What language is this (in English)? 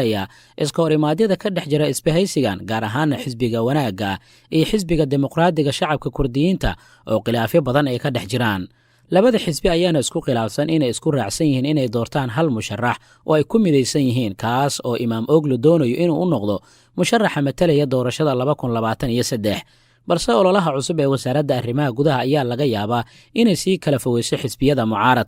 Somali